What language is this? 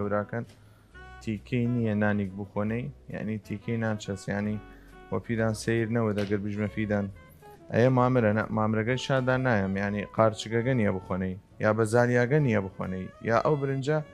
Southern Kurdish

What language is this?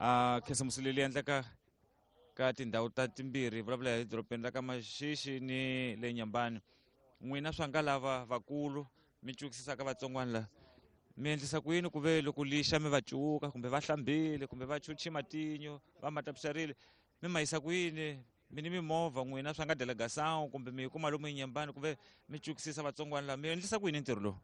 Tsonga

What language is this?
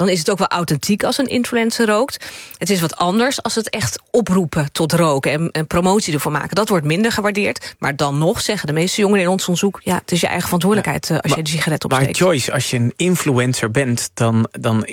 Dutch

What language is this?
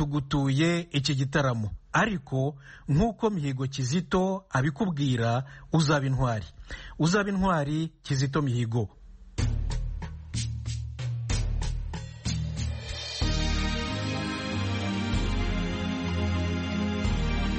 Kinyarwanda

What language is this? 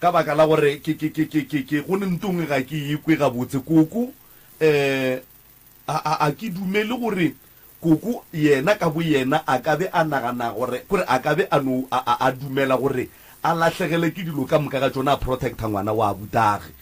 Northern Sotho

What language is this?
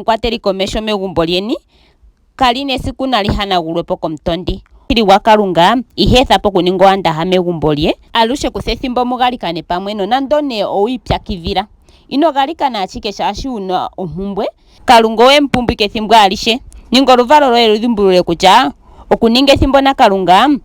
Ndonga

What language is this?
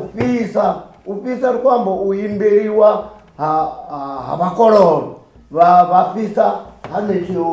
Venda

